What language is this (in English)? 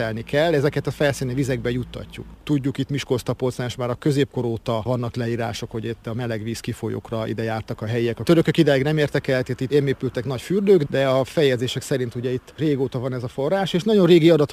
Hungarian